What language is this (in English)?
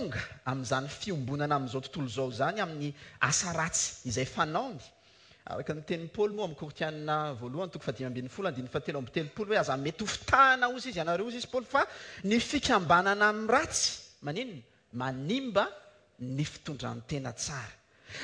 Malagasy